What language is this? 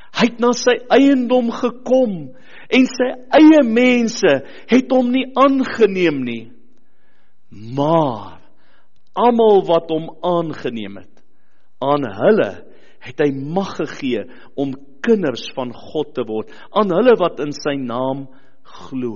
Afrikaans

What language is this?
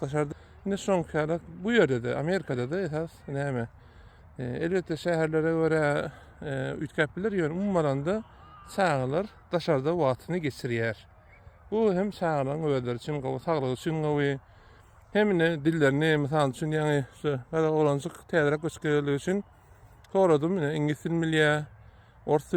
Turkmen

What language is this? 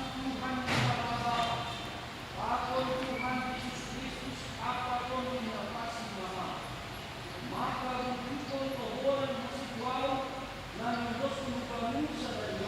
Batak Simalungun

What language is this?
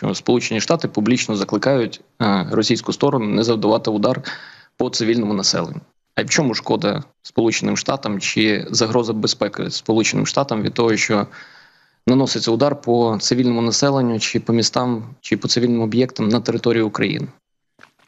Ukrainian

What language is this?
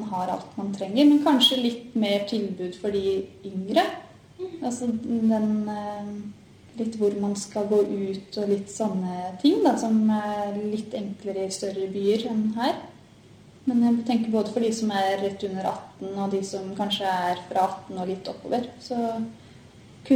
Norwegian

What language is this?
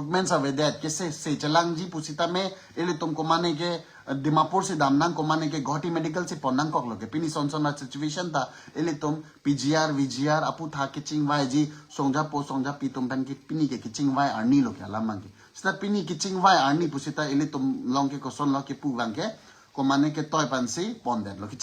Karbi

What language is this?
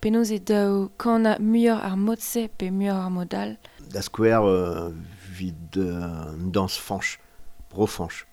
Breton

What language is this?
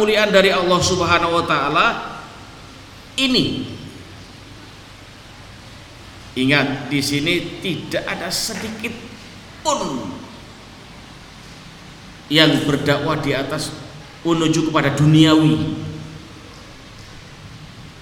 Indonesian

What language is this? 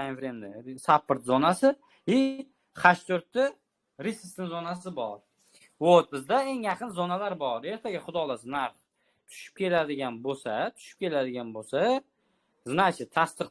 Uzbek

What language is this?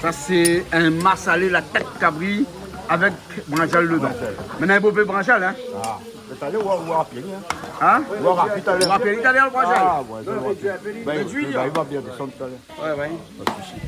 Réunion Creole French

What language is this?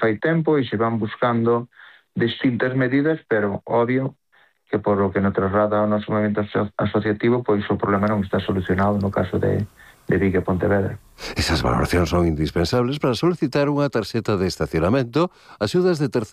Galician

